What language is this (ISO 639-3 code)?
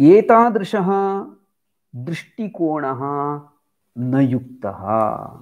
san